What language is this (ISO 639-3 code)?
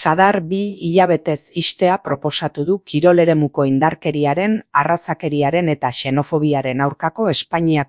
eus